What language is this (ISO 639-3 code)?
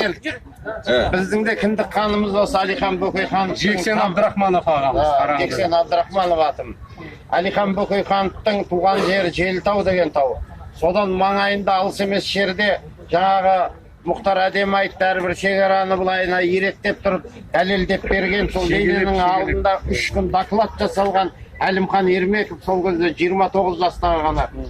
kaz